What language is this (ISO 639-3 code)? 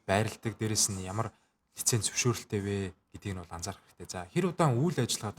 mon